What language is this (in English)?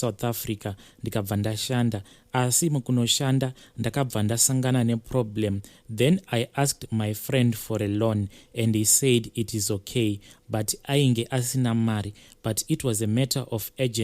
Shona